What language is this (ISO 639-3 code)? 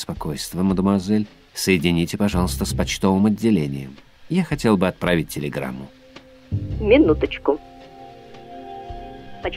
rus